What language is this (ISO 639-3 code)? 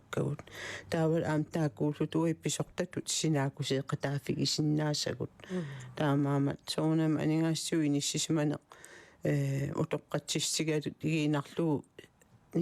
kal